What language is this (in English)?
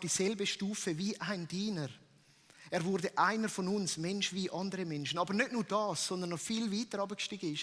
Swiss German